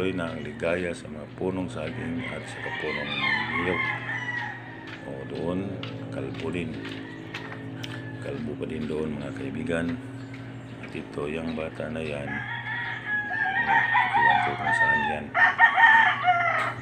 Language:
Filipino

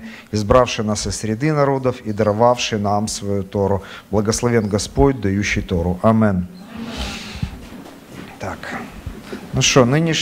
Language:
Russian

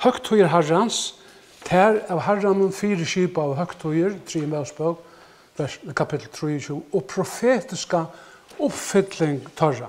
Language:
Faroese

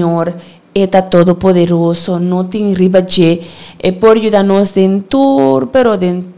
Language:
Papiamento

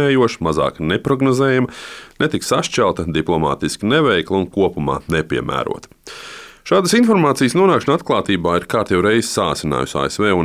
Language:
Latvian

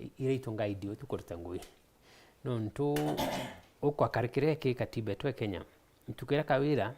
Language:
Meru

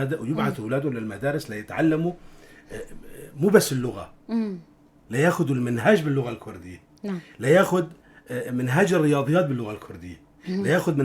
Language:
North Levantine Arabic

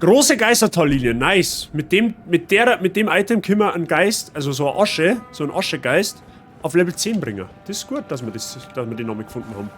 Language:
Bavarian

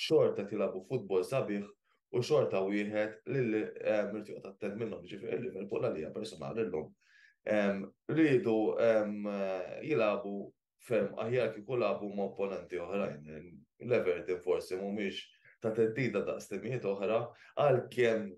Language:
Maltese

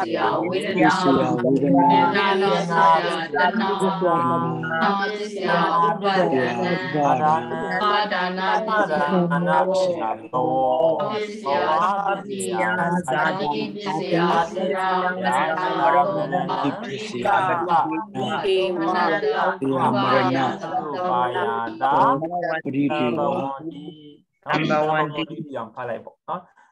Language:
Burmese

